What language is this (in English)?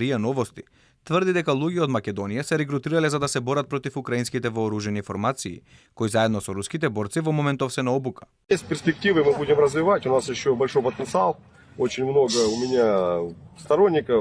Macedonian